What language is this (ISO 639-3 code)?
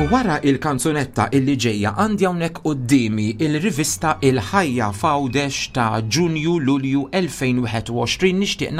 mlt